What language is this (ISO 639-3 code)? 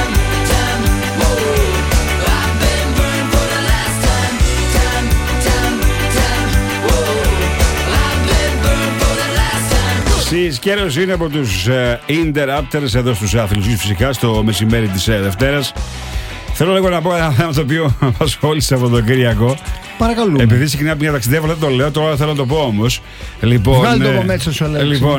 ell